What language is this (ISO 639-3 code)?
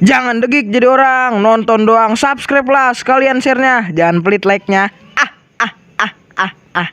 bew